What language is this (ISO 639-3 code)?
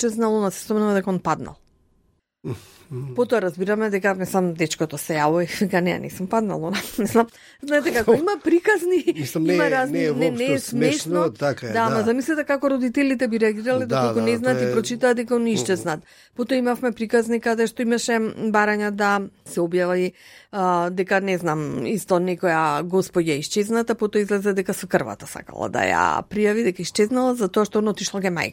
mkd